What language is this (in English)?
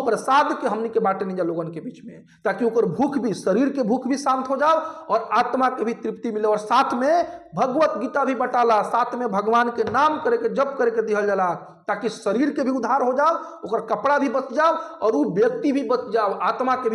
Bhojpuri